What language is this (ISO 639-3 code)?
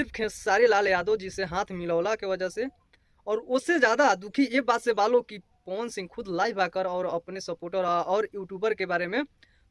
bho